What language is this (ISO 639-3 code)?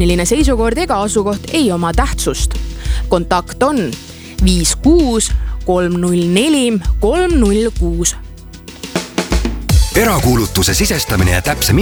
est